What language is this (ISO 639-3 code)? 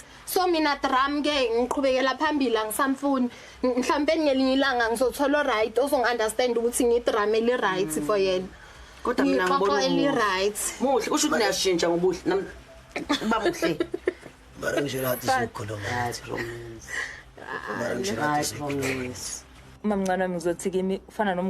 zul